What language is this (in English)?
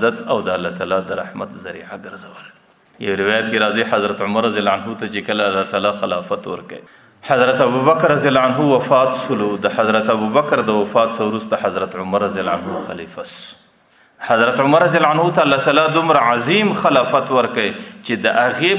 Pashto